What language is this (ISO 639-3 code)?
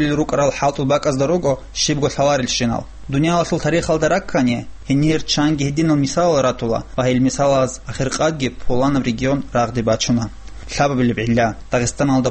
ava